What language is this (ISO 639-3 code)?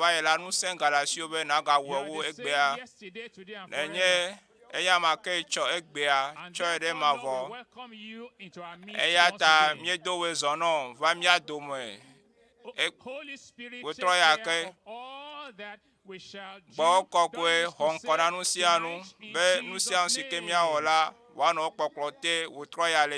ewe